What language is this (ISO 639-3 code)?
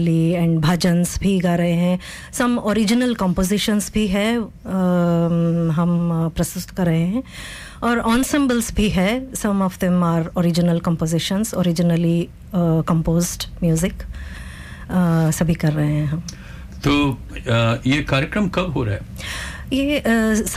hin